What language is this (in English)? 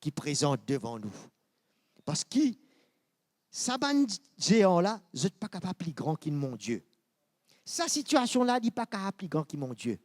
Morisyen